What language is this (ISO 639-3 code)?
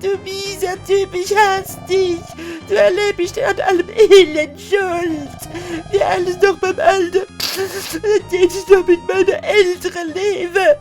pfl